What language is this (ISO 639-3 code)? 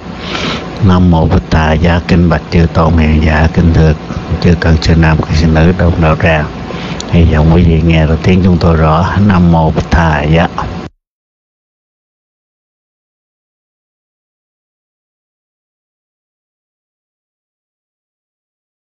vie